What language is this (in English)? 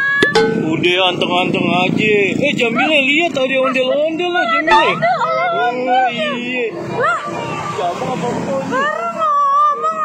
Betawi